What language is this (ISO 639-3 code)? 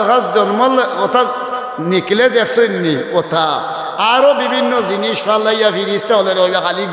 syl